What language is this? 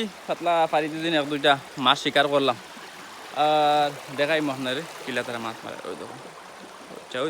Sylheti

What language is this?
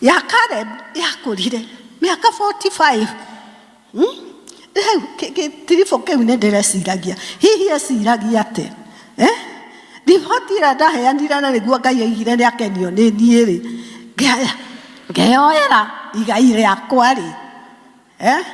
Kikuyu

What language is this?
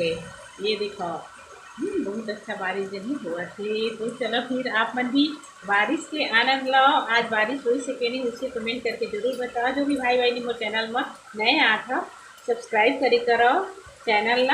Chhattisgarhi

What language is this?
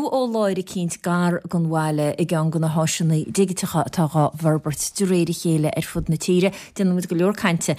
Irish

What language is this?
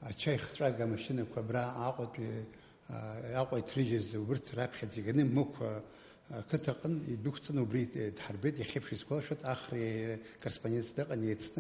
Abkhazian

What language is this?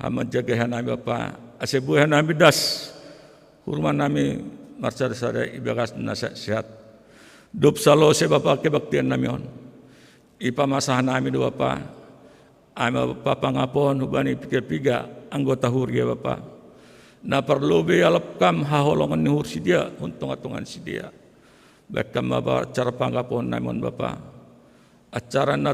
Batak Simalungun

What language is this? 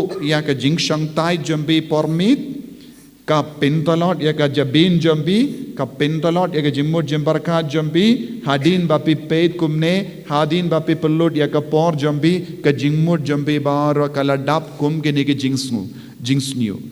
Khasi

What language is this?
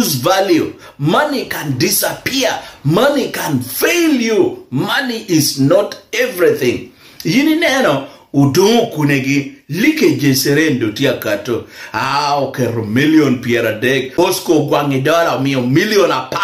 Lango (Uganda)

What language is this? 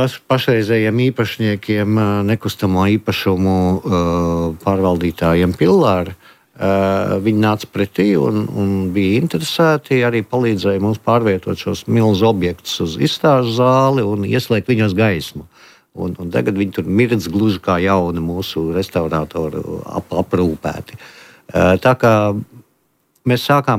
Latvian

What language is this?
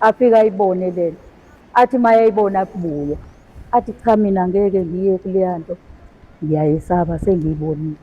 Zulu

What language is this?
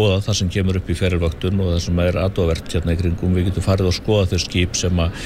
Icelandic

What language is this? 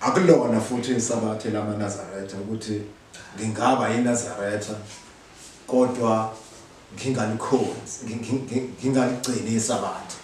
Zulu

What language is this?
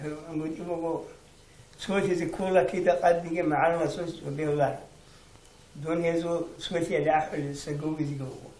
Avaric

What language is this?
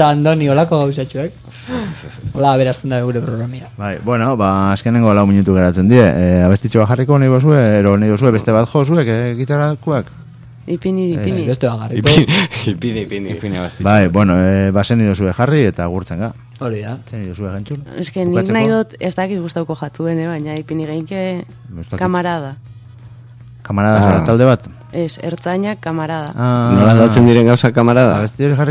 Basque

